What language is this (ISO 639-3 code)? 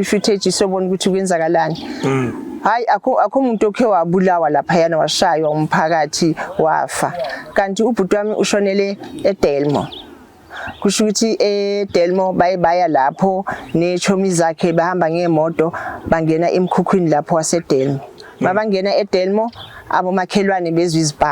zul